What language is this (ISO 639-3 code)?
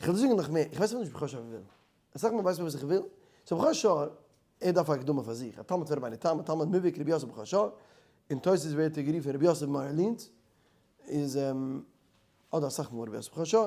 yid